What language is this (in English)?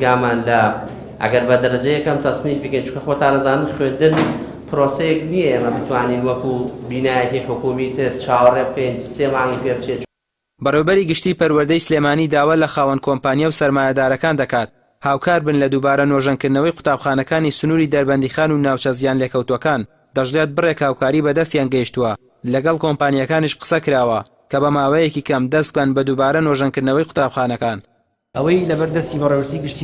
Central Kurdish